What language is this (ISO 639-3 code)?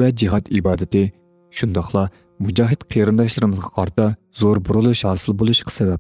uig